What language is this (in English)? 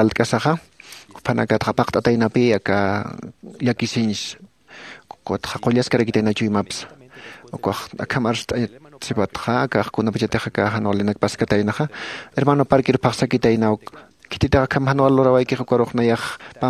Aymara